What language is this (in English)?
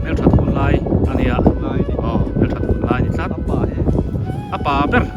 Biete